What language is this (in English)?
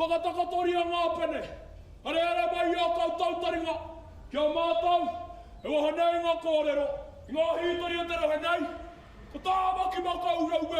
Māori